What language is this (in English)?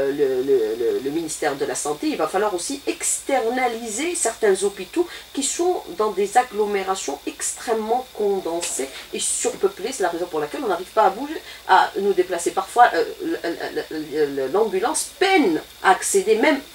French